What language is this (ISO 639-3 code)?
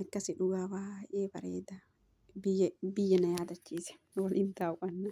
orm